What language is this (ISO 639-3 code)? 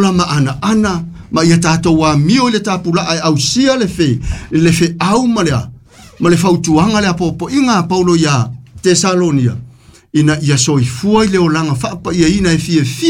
smo